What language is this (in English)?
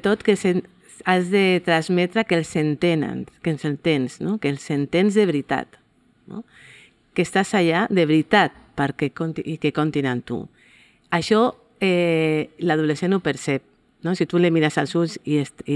Catalan